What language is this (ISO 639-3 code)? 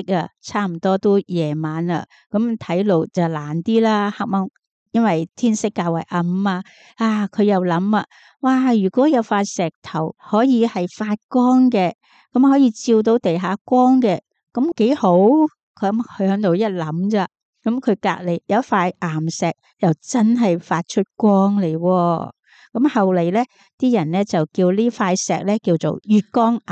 yue